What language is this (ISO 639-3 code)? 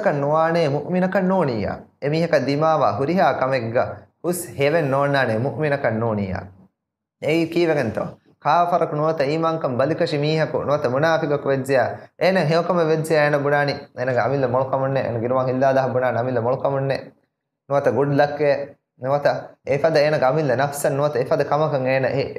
div